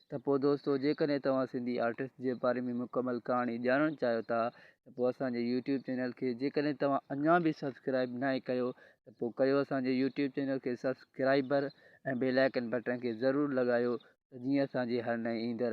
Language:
Sindhi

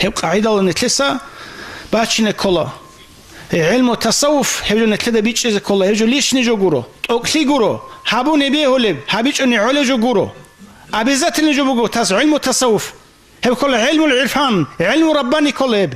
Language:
Avaric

